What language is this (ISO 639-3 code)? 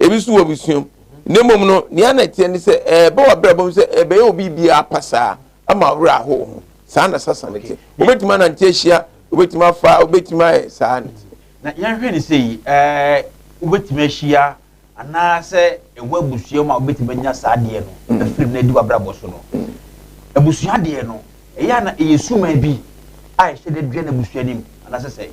aka